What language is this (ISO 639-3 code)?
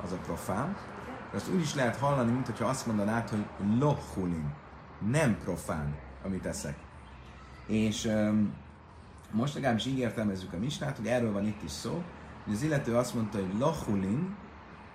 hun